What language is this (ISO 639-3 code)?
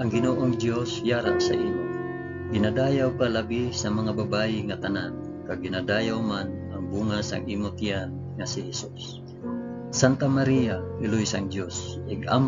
hil